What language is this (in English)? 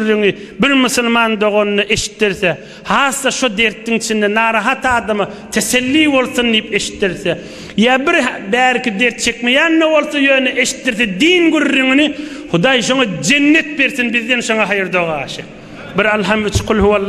Turkmen